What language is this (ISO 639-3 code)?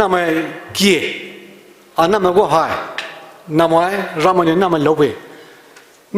pmx